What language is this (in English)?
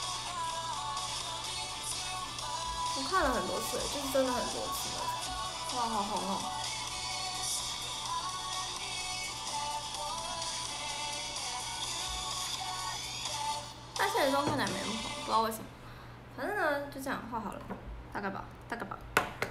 Chinese